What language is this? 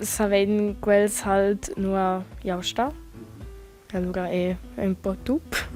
Romansh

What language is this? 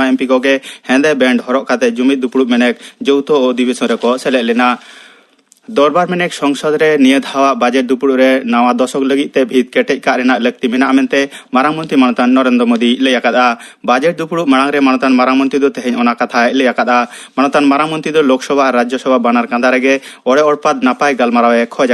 Santali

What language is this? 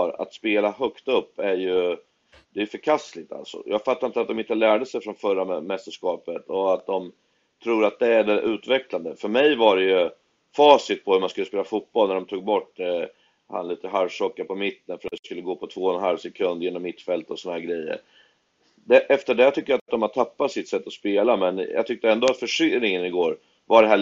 Swedish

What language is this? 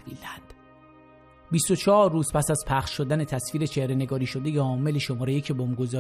Persian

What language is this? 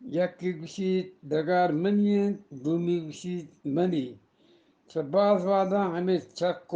Eastern Balochi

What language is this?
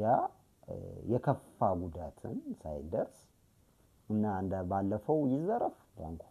Amharic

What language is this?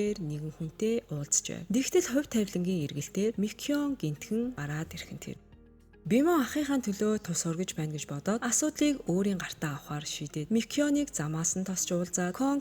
Mongolian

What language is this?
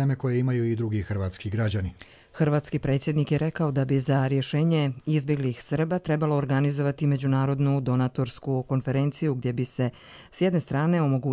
Croatian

